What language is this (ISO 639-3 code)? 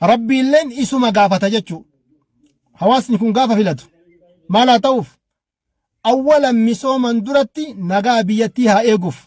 orm